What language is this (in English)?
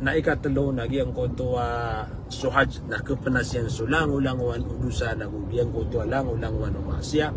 Maranao